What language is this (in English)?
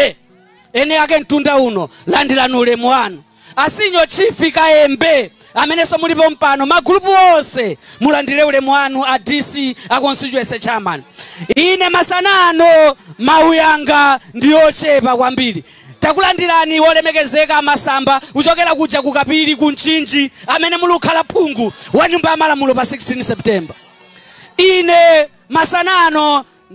Nyanja